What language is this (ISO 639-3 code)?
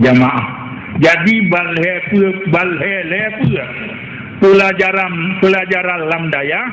ace